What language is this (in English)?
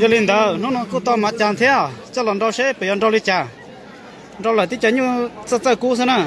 Hmong